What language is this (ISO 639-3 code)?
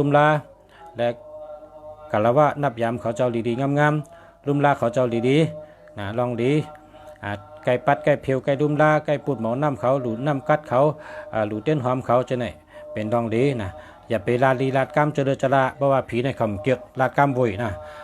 shn